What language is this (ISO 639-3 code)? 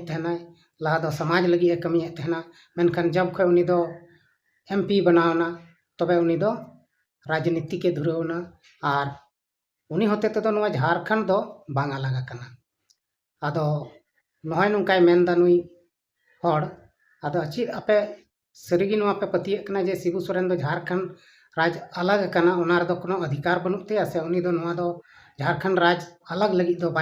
sat